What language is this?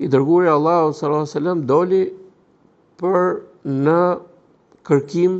Albanian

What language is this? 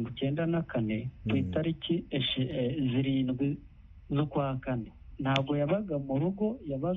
Kinyarwanda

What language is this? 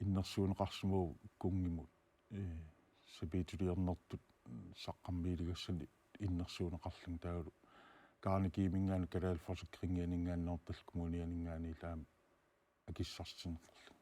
Kalaallisut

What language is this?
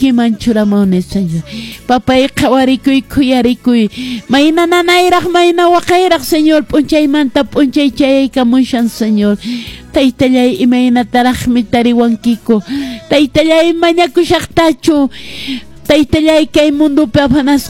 Quechua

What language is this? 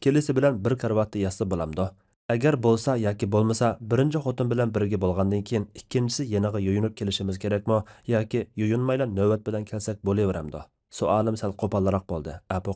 Uyghur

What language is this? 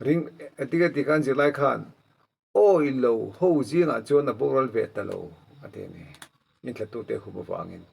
Mizo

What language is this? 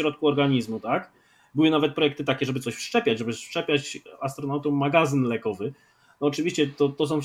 Polish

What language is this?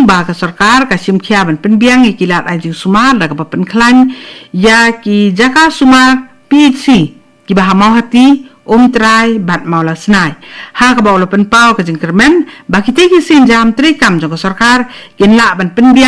Khasi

